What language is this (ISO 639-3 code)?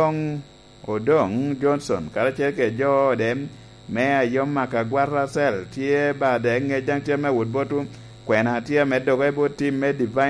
laj